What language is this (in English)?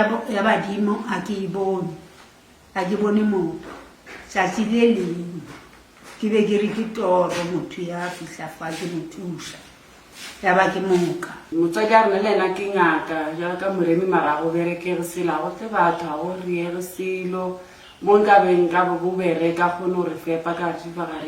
Northern Sotho